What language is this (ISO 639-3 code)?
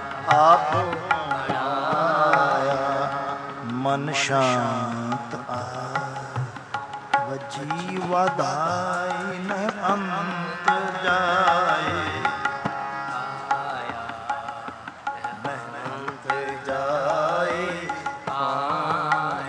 pan